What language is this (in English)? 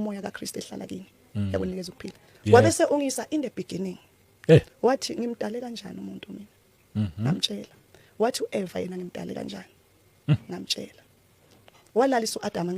Zulu